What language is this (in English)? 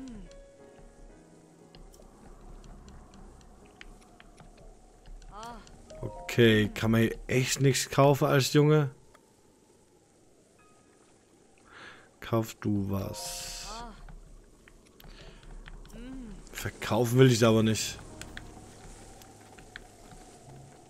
German